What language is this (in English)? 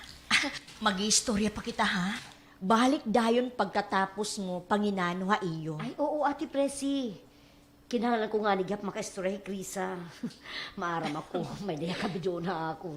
Waray